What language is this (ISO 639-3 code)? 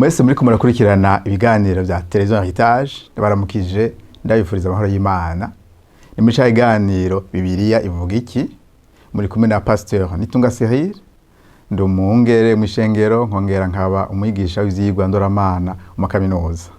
run